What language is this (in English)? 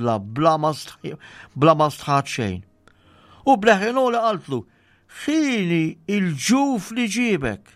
Maltese